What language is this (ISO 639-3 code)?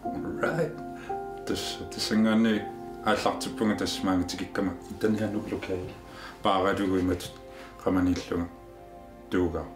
kal